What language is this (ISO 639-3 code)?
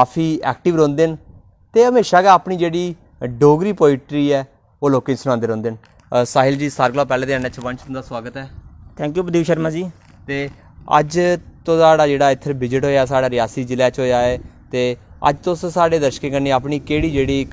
doi